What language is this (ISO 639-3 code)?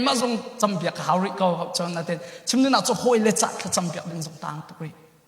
cnh